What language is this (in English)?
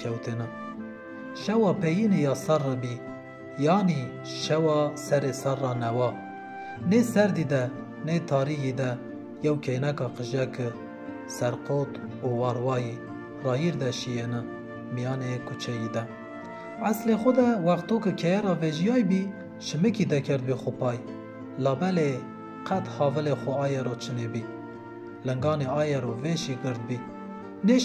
Zaza